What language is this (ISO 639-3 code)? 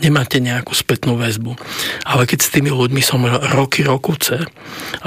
slk